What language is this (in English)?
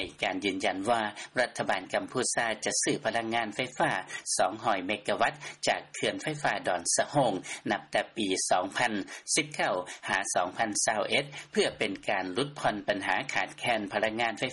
Lao